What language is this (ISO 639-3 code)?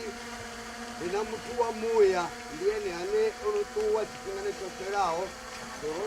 ven